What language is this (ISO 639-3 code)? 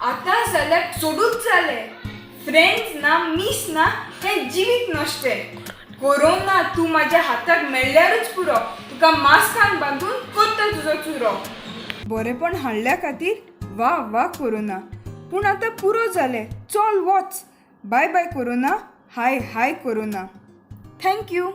kok